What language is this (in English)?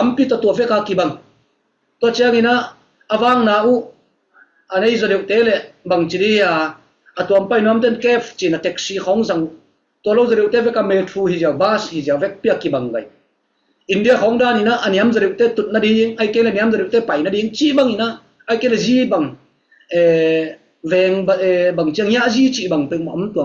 Tedim Chin